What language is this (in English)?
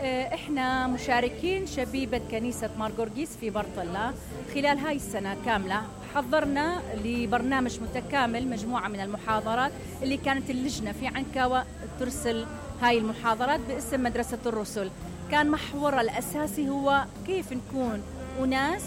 Mesopotamian Arabic